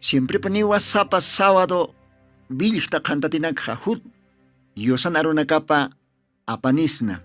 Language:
Aymara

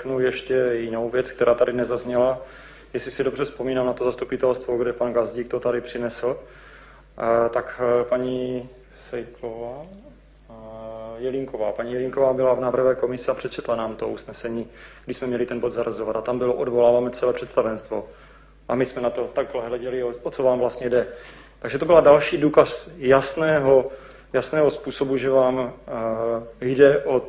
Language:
Czech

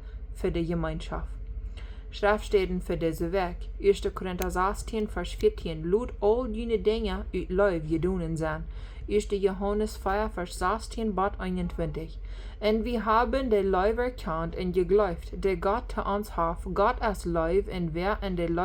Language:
Plautdietsch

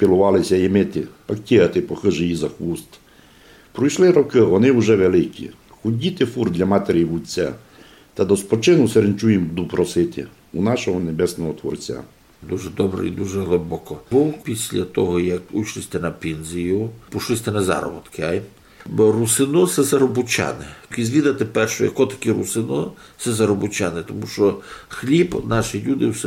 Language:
Rusyn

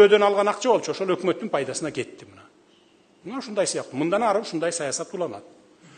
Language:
Kyrgyz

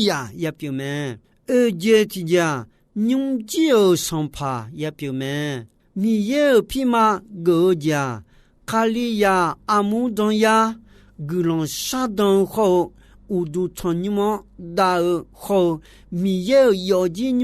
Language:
Akha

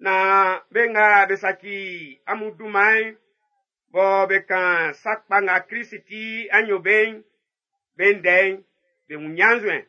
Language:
Baoulé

